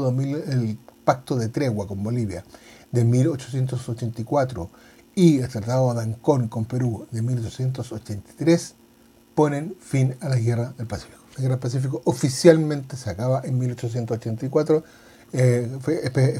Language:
Spanish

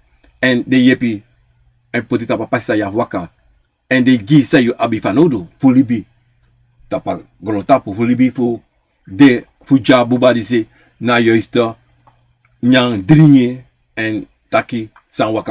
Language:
Sranan Tongo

